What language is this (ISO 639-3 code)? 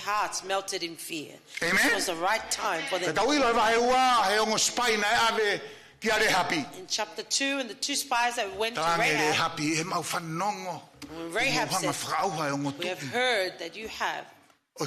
ton